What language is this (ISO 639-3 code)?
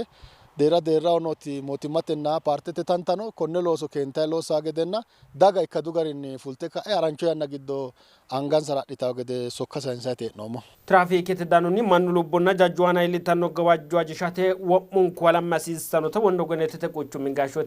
sid